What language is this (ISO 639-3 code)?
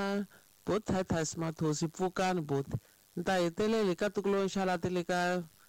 tso